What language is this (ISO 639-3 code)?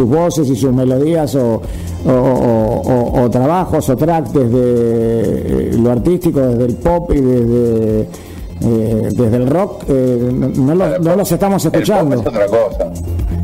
spa